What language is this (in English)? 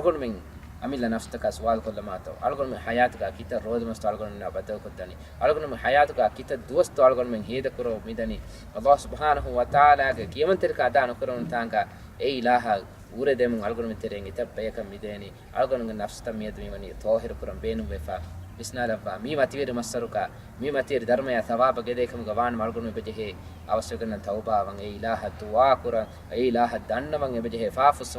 Divehi